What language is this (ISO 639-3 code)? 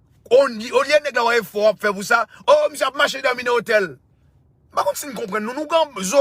hat